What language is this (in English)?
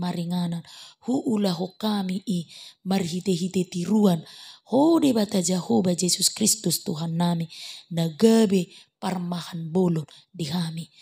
Batak Toba